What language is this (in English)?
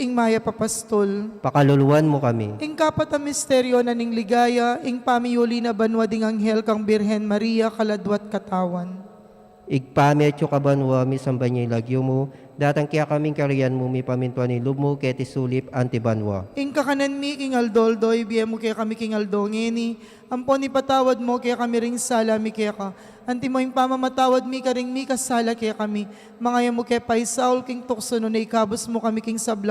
Pampanga